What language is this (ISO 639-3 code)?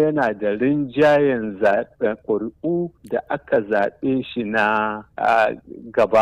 hau